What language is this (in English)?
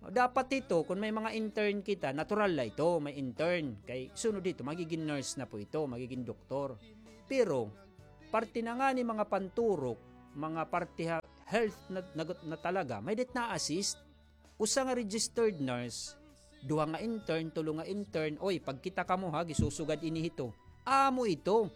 Waray